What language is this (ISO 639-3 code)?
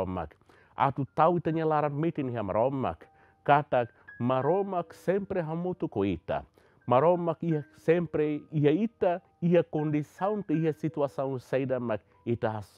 tet